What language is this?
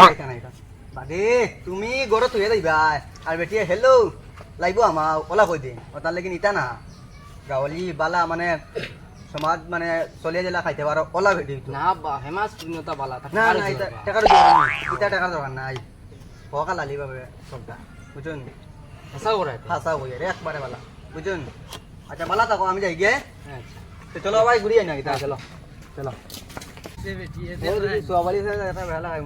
Sylheti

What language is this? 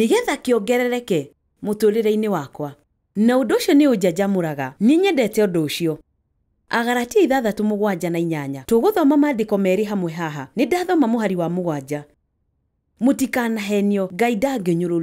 Kikuyu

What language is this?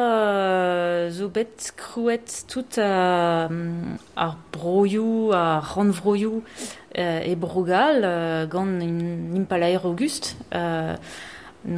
Breton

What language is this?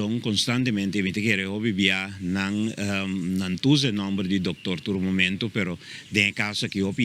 Papiamento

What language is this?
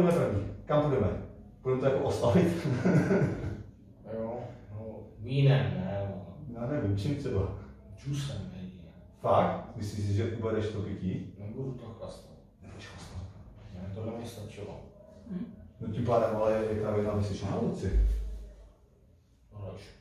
Czech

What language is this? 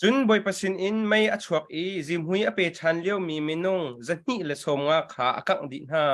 Hakha Chin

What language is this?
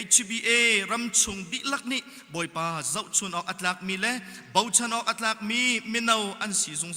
Hakha Chin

